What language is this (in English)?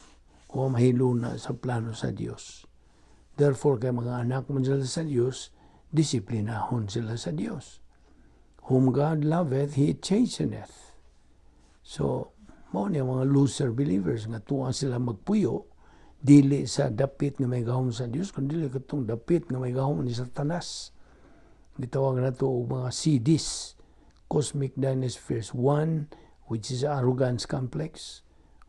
Cebuano